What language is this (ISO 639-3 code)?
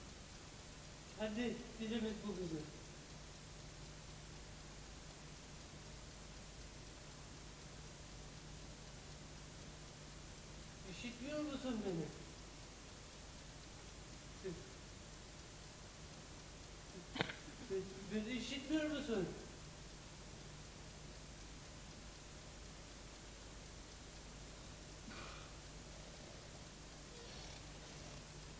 tur